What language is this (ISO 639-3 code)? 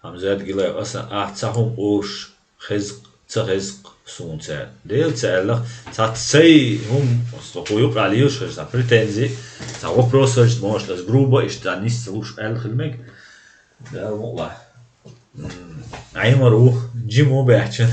che